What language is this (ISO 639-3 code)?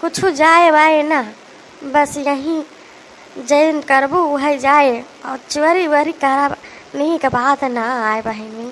awa